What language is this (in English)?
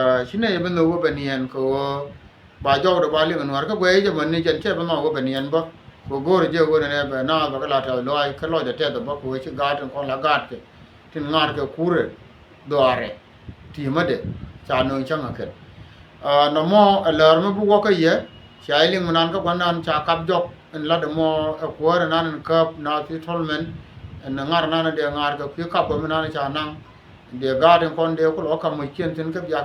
Nuer